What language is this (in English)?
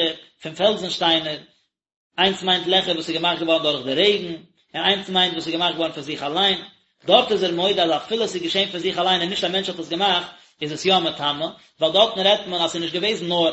Yiddish